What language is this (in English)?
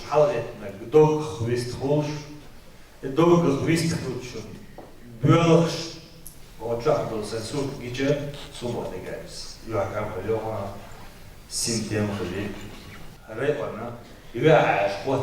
Chechen